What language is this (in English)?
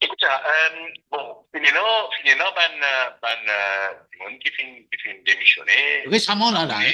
Morisyen